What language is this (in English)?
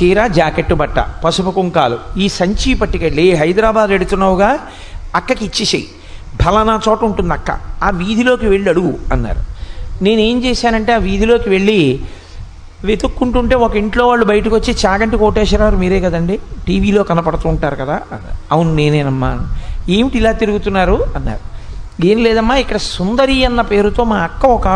Telugu